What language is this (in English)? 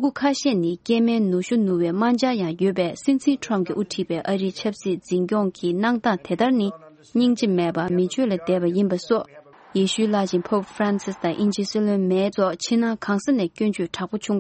Tibetan